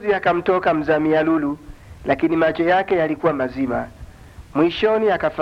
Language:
Swahili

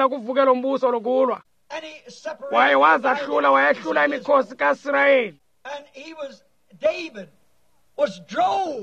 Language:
Xhosa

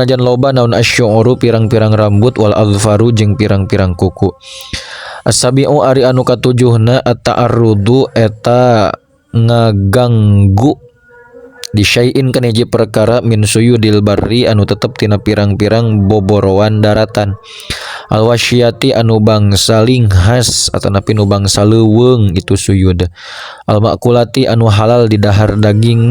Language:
Sundanese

